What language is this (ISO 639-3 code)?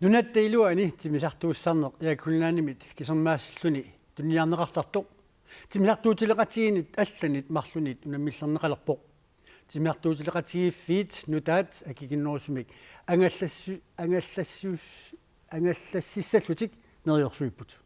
kal